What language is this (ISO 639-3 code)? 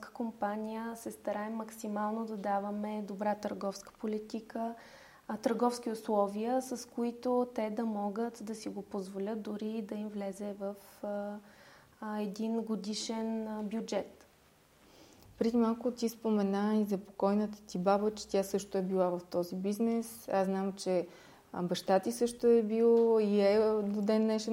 bul